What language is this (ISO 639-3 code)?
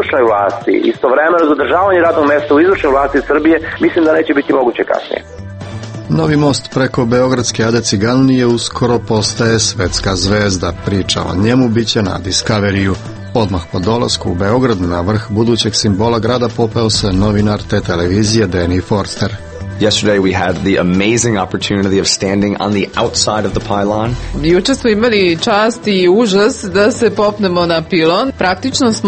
srp